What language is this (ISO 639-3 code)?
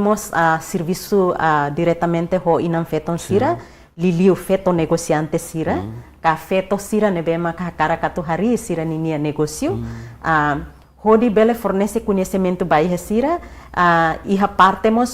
tet